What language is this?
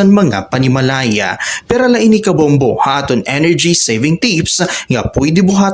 Waray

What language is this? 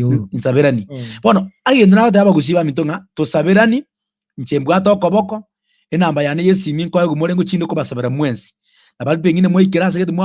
Gusii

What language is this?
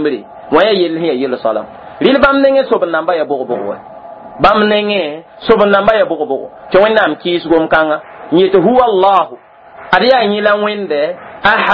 Mossi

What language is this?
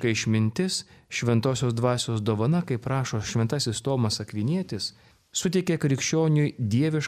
Lithuanian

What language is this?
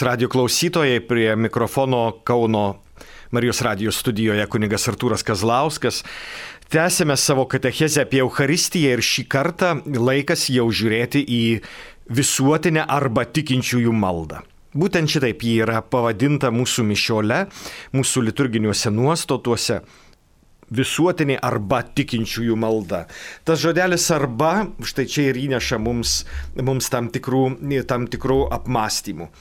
Lithuanian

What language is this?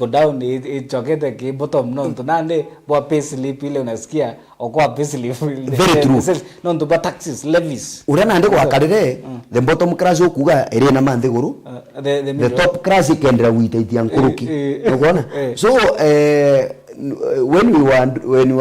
Meru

